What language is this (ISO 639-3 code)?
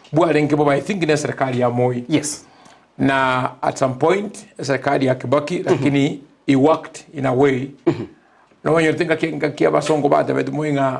guz